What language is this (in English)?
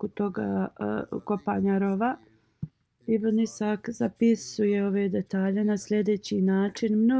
Bosnian